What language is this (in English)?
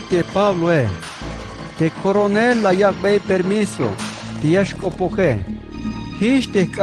Tzeltal